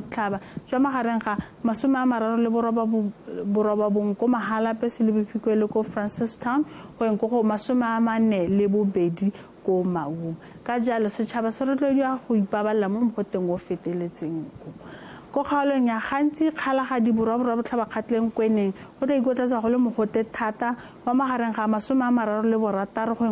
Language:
Tswana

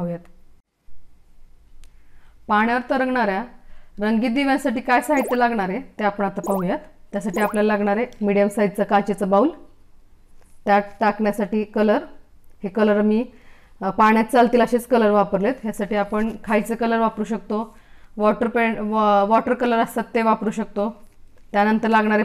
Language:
Marathi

